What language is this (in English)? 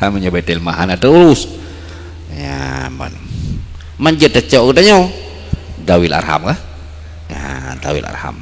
Achinese